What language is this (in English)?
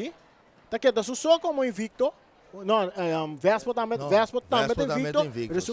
Papiamento